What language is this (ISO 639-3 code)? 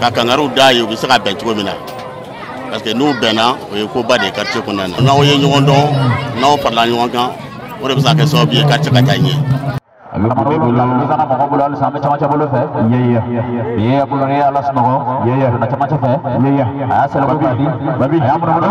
bam